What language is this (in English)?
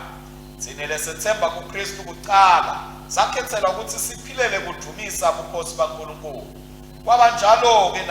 Swati